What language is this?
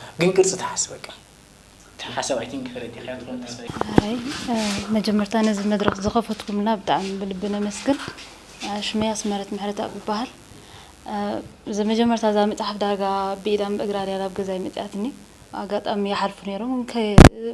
Tigrinya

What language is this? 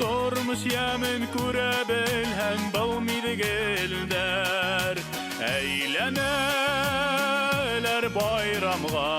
Bashkir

